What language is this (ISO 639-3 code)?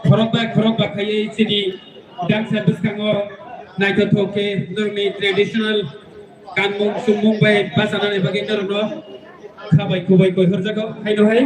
trp